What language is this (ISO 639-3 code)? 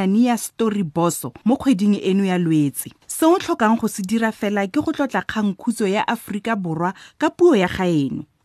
tsn